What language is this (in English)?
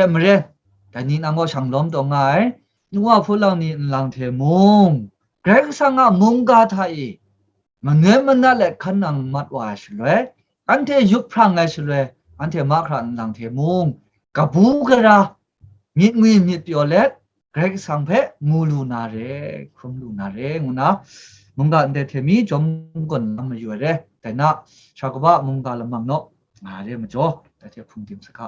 Kachin